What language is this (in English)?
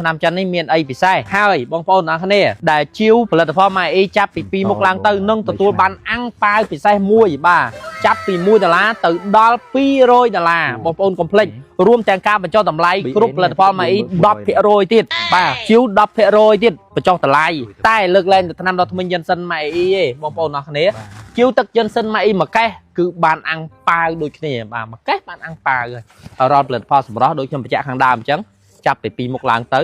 Khmer